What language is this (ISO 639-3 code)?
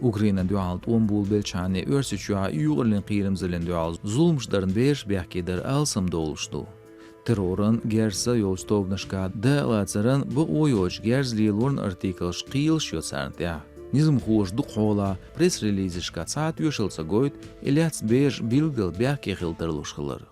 che